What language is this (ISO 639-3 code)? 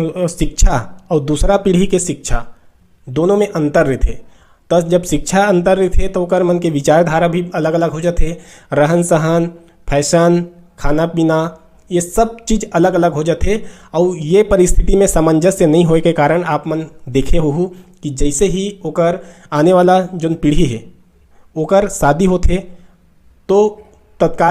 hne